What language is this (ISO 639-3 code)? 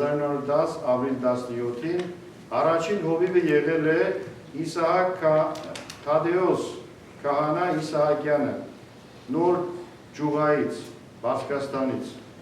hyw